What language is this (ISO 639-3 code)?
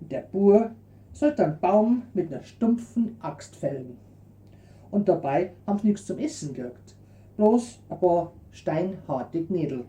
bar